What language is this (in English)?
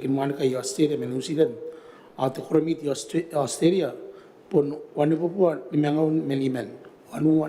Gilbertese